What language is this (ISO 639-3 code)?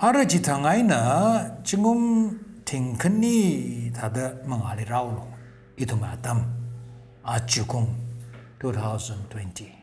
nmf